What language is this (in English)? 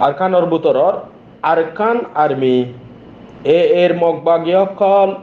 Rohingya